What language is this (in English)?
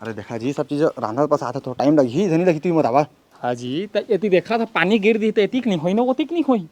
Chhattisgarhi